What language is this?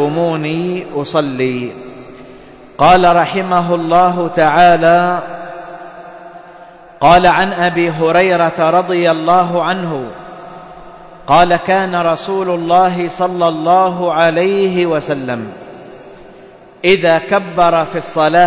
Arabic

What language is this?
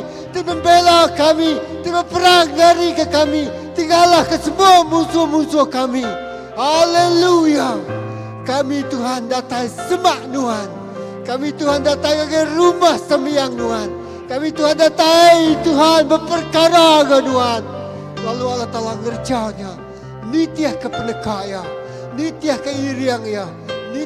Iban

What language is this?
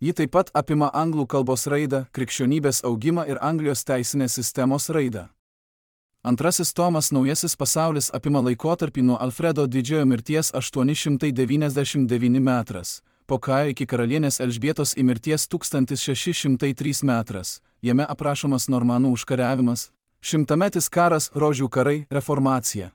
Lithuanian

